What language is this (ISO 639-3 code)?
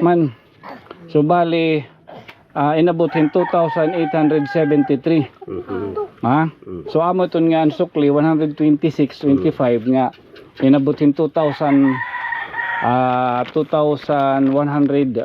war